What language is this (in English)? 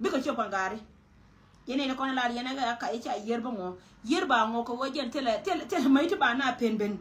Nuer